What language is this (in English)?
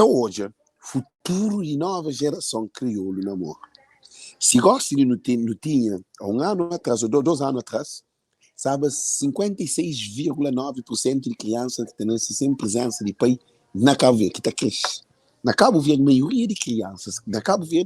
Kabuverdianu